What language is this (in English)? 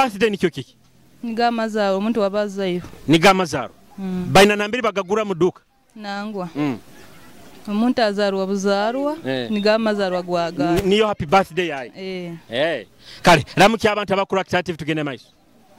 Nyoro